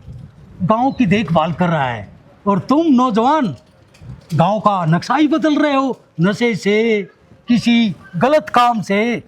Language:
Haryanvi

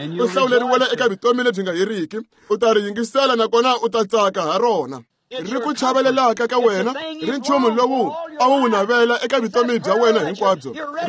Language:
Tsonga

